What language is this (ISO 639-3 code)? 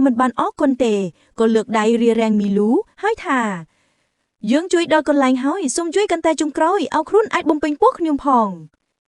khm